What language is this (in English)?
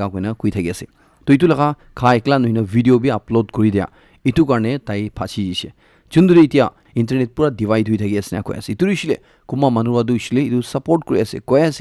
Naga Pidgin